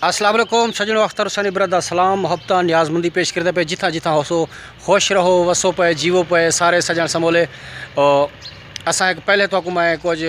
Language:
Saraiki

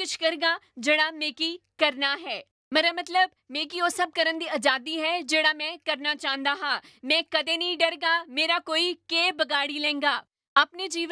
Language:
Dogri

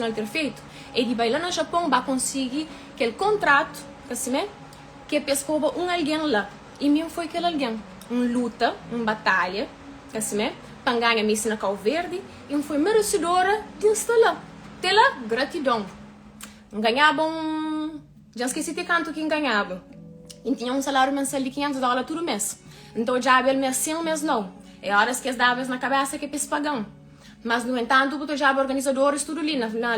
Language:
Kabuverdianu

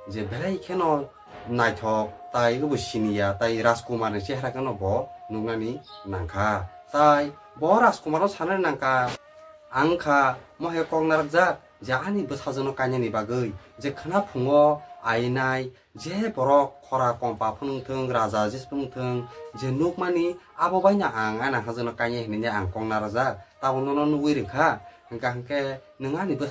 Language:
Kok Borok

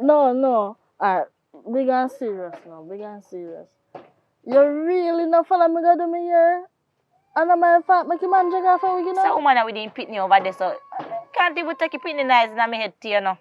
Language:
Jamaican Creole English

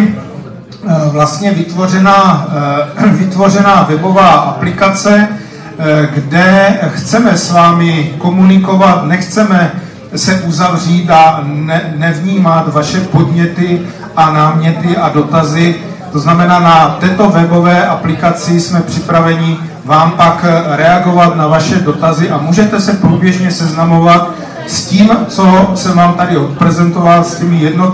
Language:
Czech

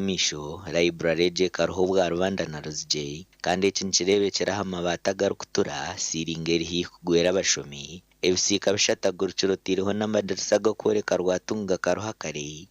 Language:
Nyankole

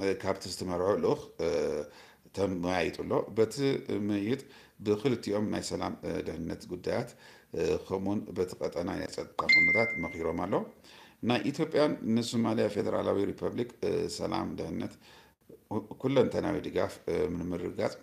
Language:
Tigrinya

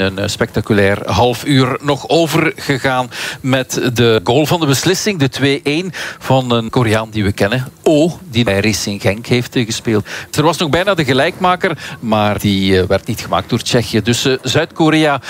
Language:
Dutch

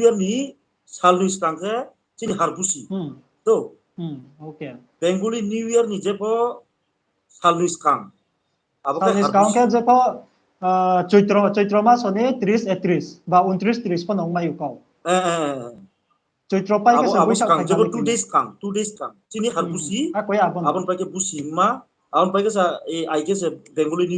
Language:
Riang (India)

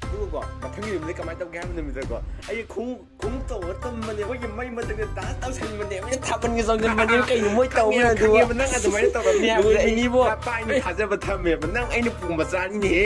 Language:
Manipuri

